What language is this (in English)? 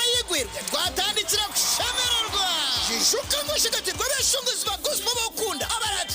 Nyankole